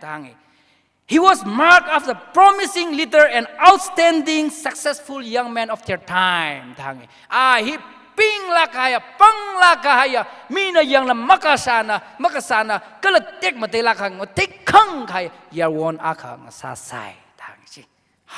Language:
Tangkhul Naga (India)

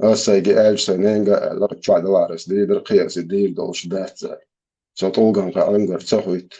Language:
Chechen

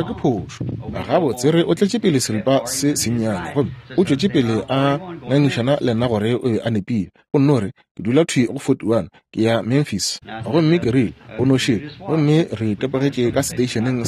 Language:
Northern Sotho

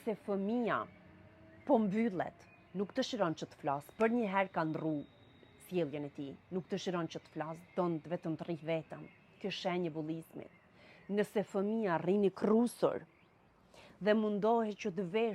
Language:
Albanian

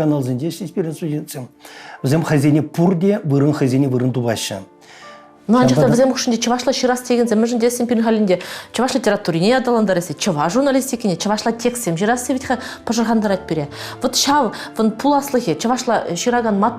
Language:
Chuvash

